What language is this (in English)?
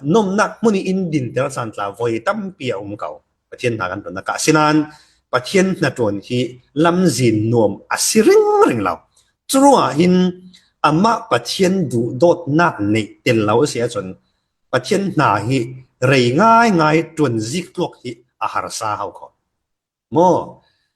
Falam Chin